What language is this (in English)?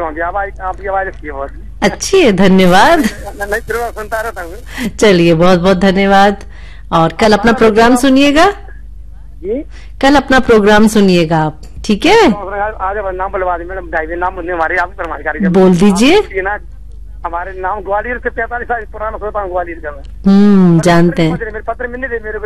Hindi